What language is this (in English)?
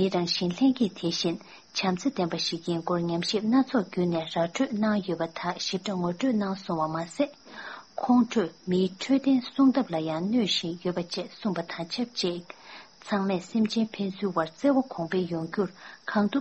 Tibetan